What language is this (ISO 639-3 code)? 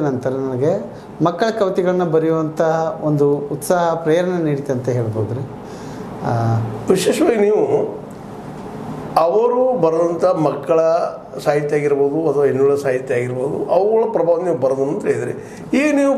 kan